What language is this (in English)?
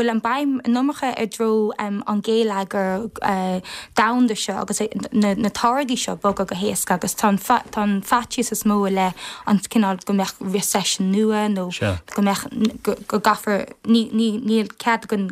Irish